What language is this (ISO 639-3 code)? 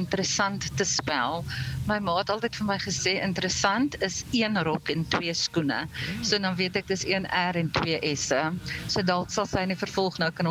afr